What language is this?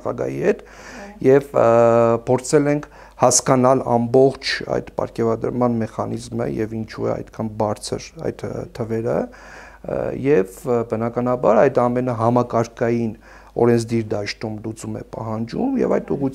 Armenian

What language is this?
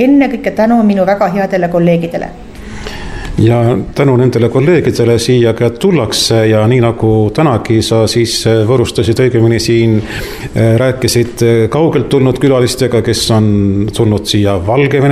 Estonian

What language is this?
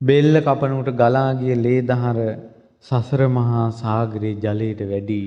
Sinhala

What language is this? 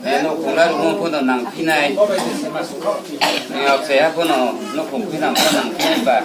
Riang (India)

